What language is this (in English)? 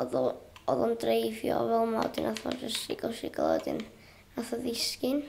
Welsh